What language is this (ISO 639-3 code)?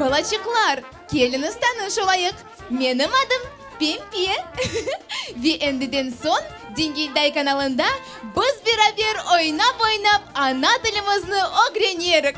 crh